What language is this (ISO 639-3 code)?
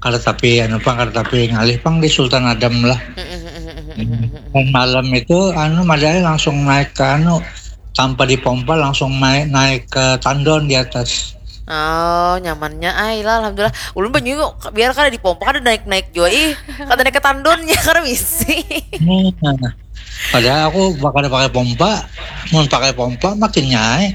bjn